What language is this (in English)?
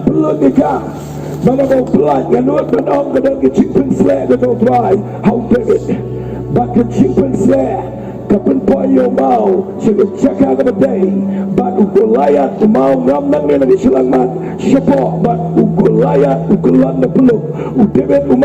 Khasi